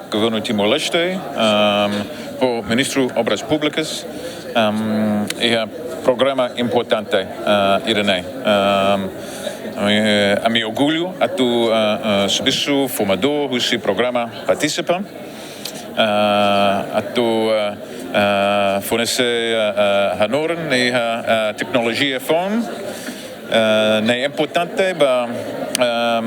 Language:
Tetum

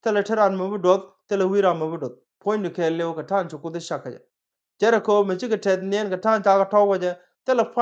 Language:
Nuer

